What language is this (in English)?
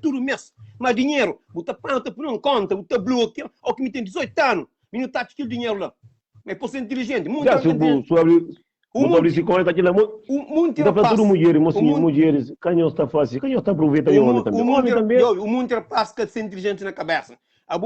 Kabuverdianu